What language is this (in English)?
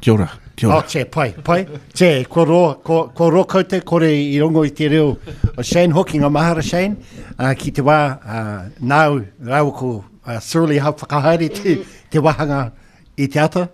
Māori